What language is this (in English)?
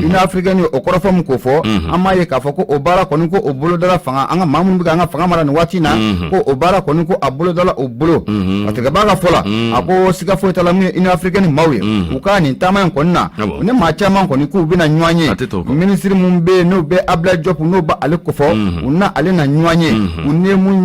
Bambara